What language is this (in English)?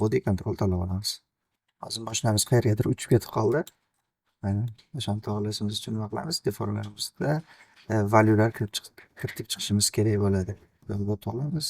Uzbek